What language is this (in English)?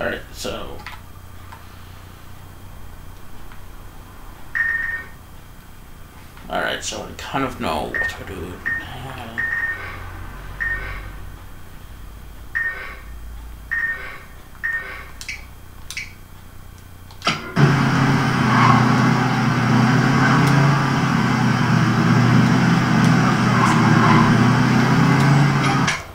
English